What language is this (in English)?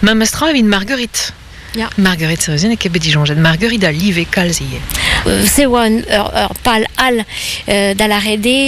Breton